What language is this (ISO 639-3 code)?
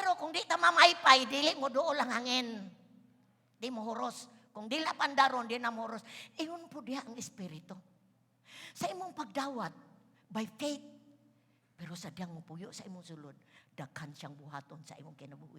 ceb